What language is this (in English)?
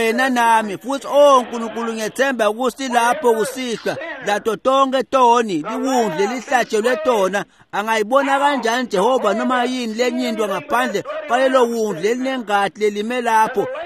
Swati